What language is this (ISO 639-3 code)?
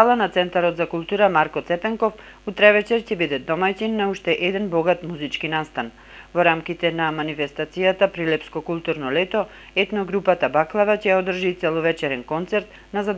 mkd